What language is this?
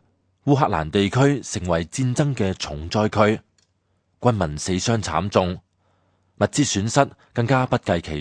Cantonese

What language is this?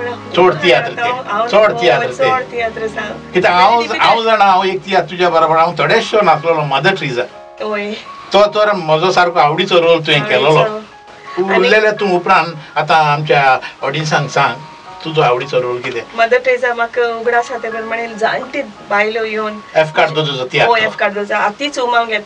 Konkani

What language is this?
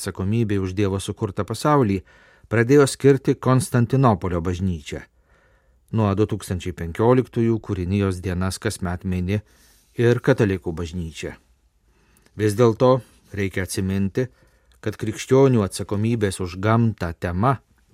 Lithuanian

